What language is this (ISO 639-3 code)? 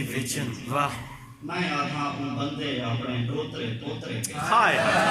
skr